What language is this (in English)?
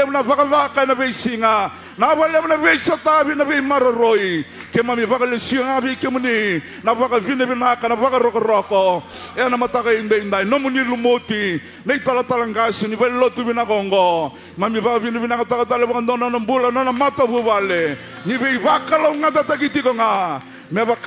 Fijian